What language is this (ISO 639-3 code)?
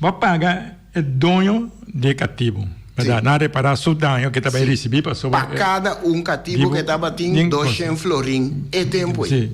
pap